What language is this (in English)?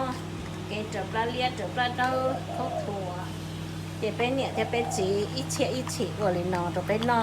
Hmong